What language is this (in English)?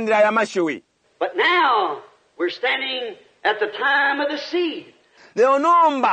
Bemba